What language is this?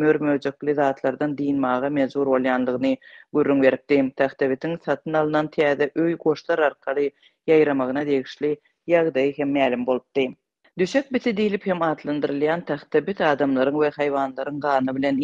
Turkmen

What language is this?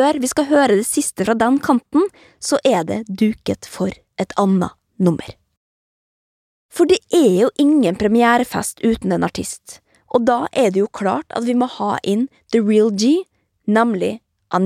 Norwegian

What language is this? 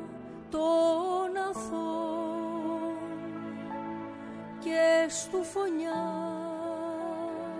Greek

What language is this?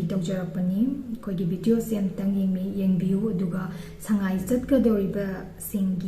Manipuri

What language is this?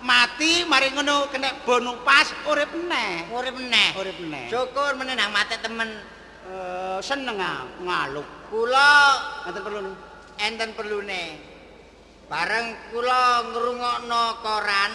Javanese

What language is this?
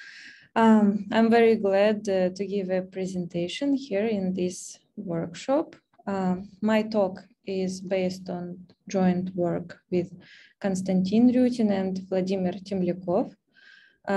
English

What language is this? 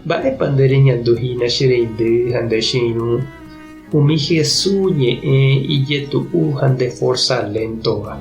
Guarani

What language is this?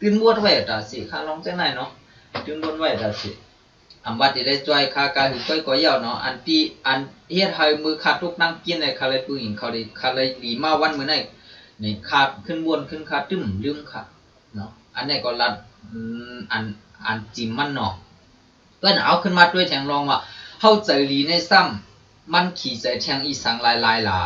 Shan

